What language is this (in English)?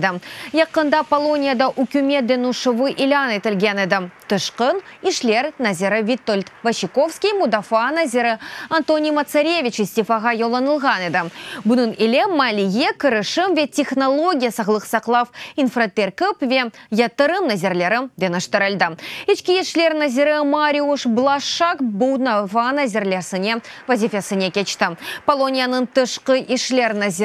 Crimean Tatar